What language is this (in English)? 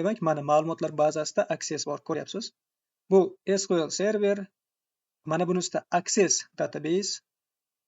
Uzbek